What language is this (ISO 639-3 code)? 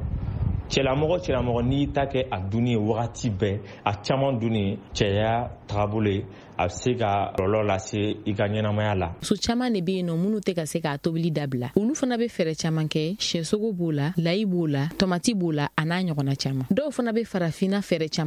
bam